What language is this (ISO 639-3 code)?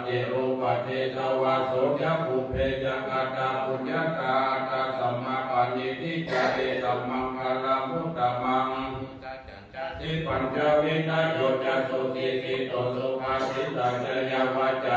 pli